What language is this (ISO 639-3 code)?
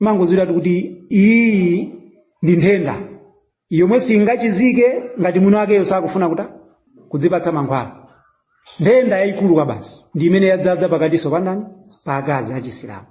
nya